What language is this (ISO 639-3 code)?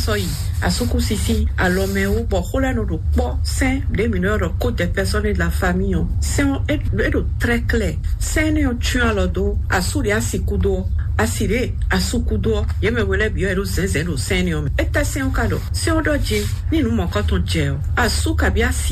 fon